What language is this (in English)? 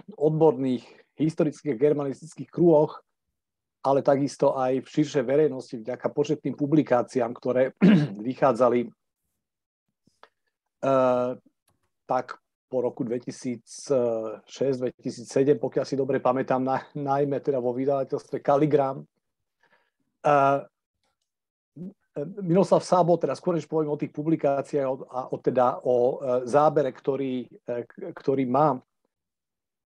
Slovak